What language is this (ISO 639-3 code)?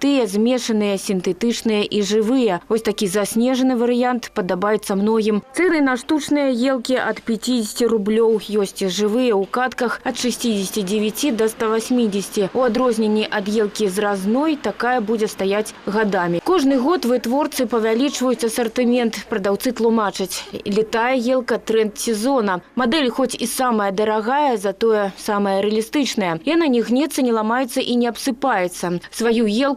bel